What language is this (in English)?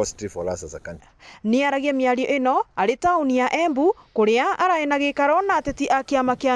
Meru